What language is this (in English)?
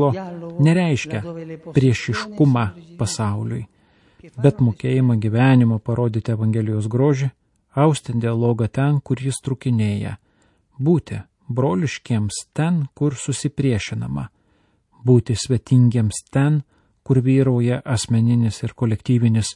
Lithuanian